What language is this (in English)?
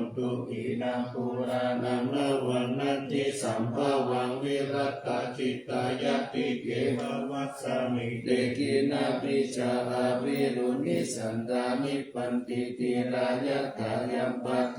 Pali